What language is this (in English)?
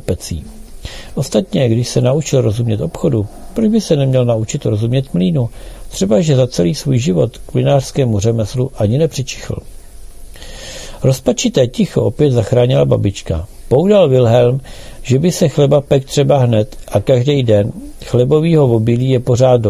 Czech